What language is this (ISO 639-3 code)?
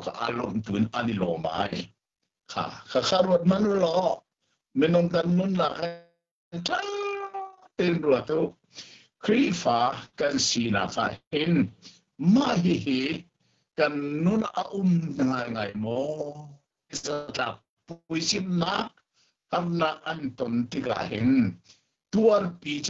cnh